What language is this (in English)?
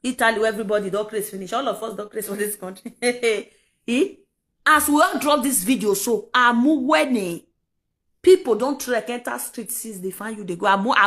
Nigerian Pidgin